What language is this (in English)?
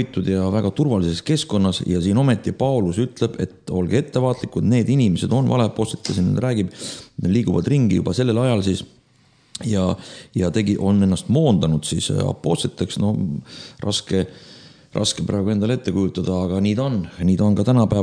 Estonian